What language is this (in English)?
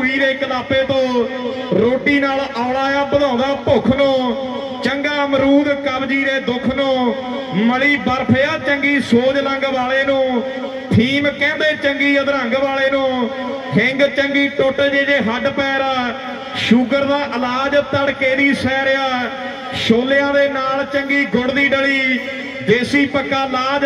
Punjabi